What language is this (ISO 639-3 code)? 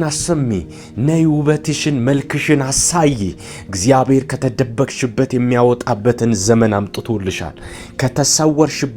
amh